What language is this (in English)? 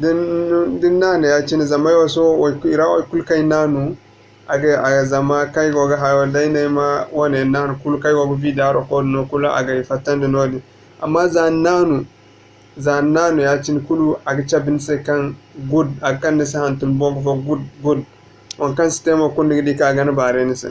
Zarma